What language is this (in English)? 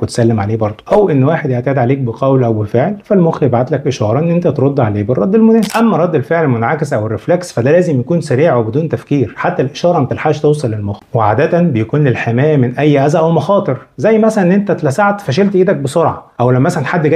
Egyptian Arabic